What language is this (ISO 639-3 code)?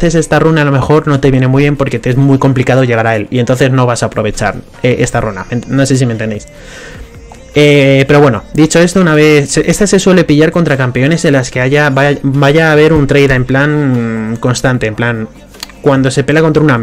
spa